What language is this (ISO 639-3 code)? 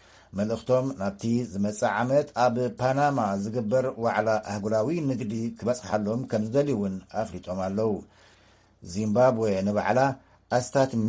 tir